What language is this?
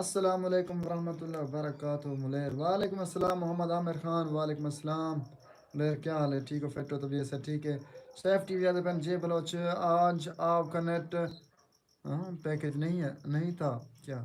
Saraiki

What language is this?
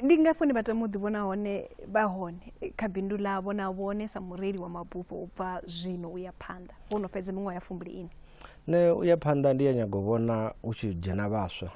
Venda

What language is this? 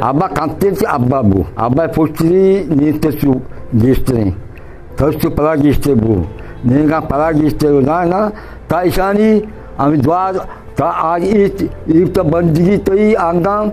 Eastern Balochi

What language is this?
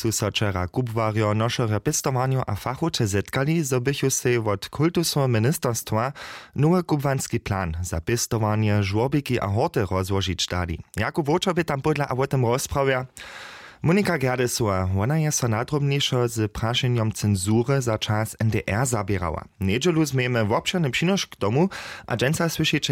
Upper Sorbian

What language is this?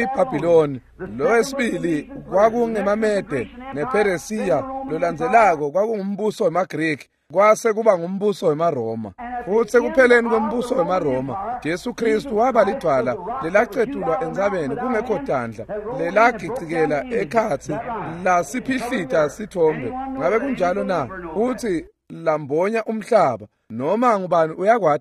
Swati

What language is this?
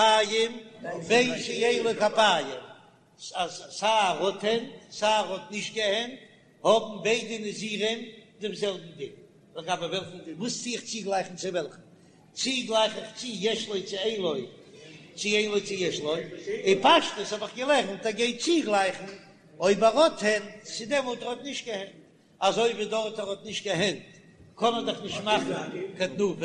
Yiddish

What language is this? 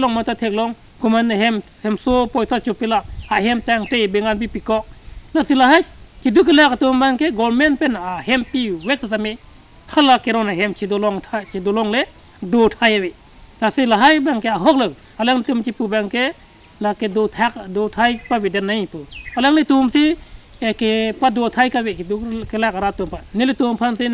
Karbi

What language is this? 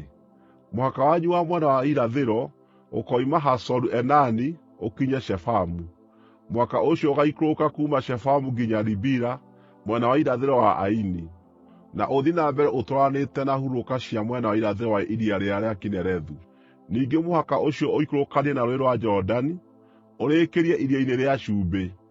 Kikuyu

